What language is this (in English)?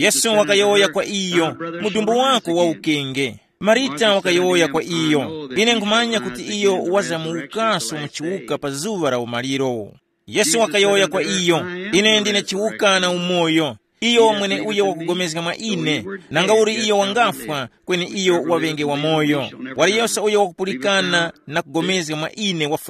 Tumbuka